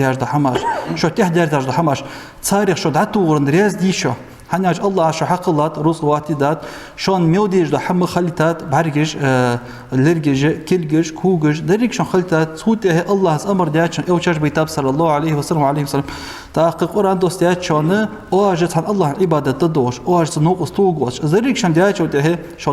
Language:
Ingush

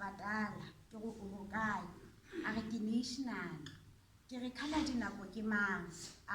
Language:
Southern Sotho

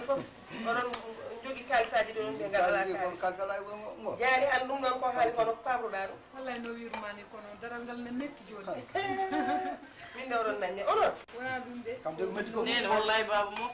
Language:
Fula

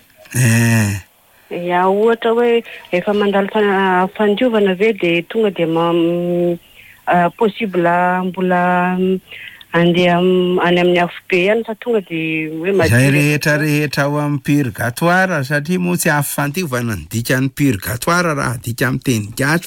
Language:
Malagasy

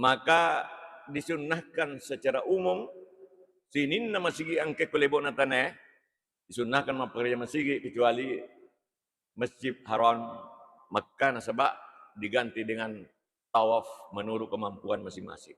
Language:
Buginese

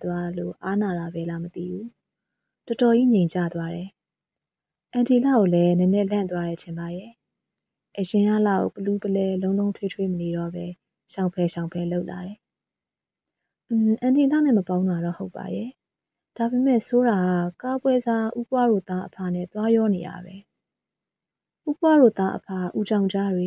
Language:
Burmese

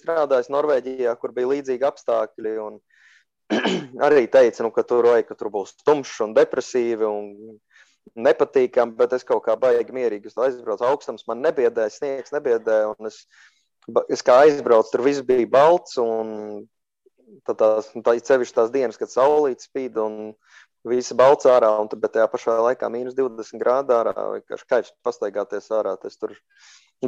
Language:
Latvian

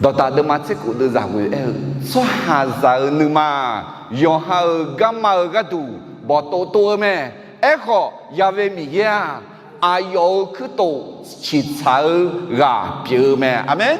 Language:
Akha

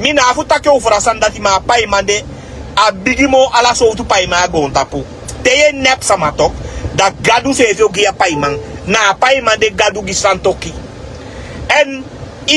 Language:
Sranan Tongo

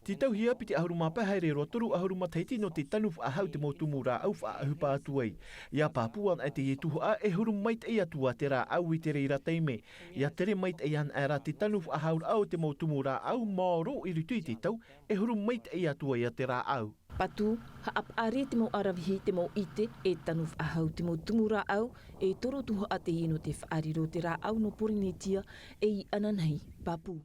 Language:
Tahitian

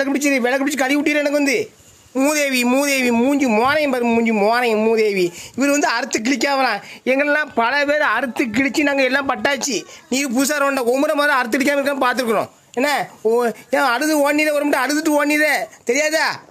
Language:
Tamil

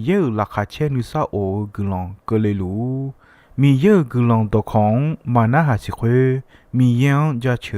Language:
Akha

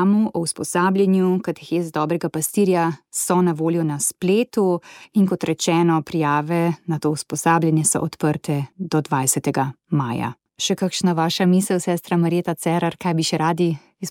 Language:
Slovenian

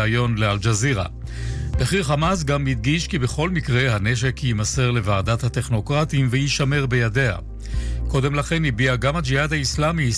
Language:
Hebrew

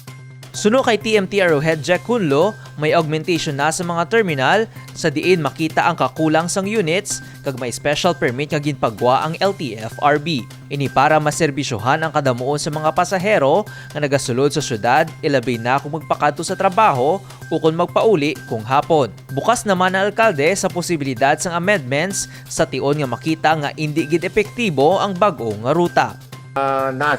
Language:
Hiligaynon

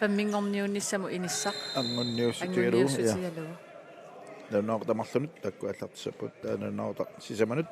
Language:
Kalaallisut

